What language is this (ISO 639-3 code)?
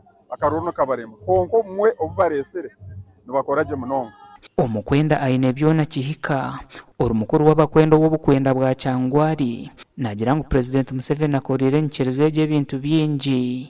nyn